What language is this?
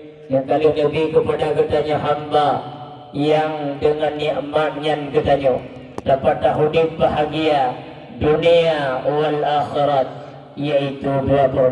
Achinese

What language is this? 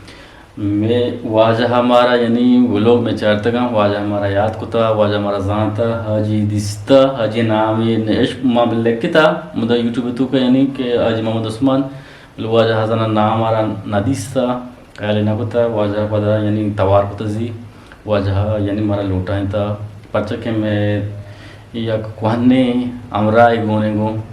Eastern Balochi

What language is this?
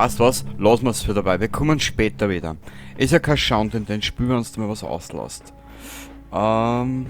Bavarian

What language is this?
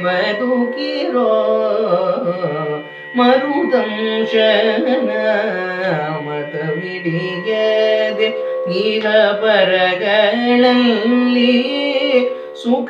Kannada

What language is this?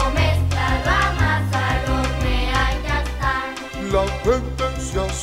Spanish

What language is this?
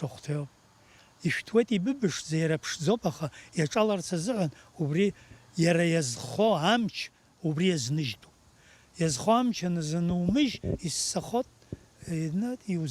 Abkhazian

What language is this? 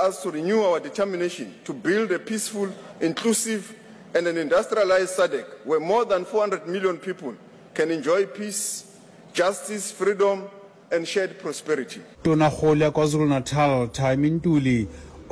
Southern Sotho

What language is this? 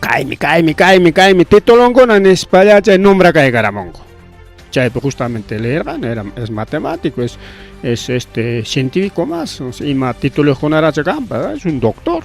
Ayacucho Quechua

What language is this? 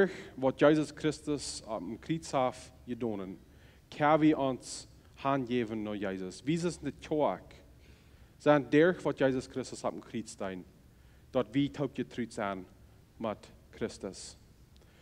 Plautdietsch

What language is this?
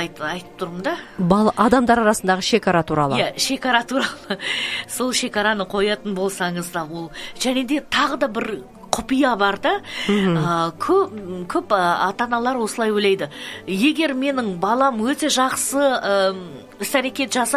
Kazakh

